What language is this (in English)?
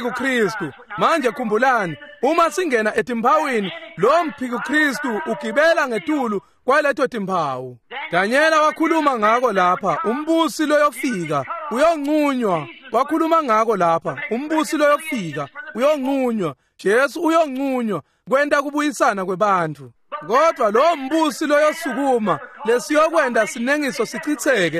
Swati